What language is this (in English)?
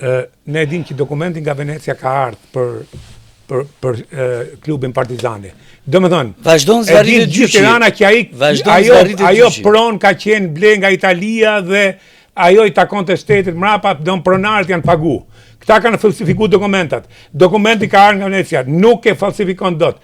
Albanian